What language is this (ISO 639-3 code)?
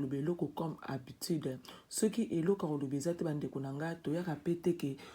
lin